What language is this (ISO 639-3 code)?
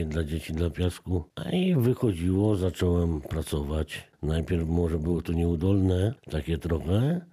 pol